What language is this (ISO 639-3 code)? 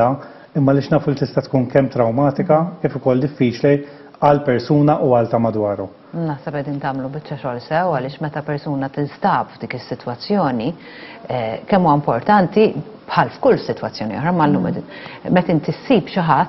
mlt